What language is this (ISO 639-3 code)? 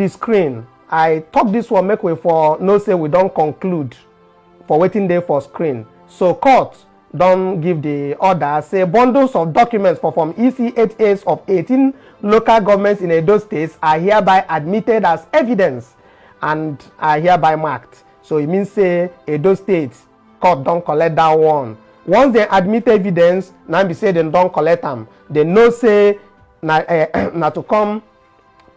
pcm